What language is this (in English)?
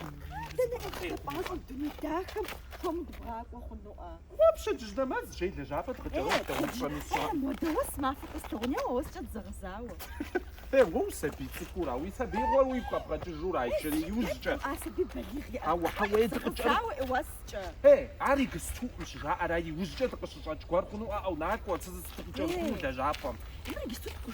Kabardian